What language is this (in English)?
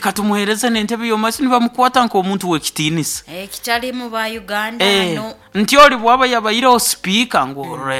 Nyoro